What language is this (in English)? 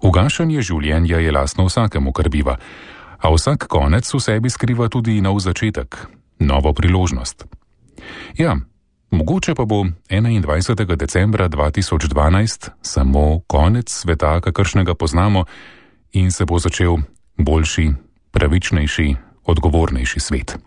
Slovenian